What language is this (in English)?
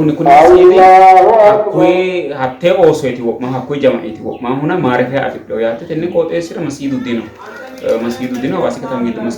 Sidamo